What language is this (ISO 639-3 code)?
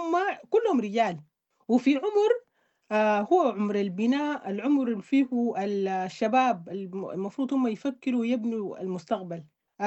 apd